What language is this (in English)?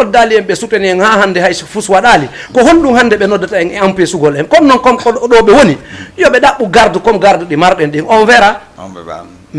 Fula